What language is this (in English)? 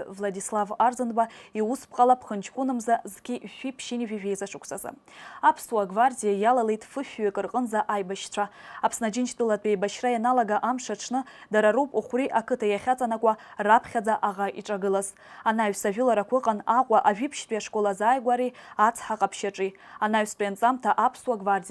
Abkhazian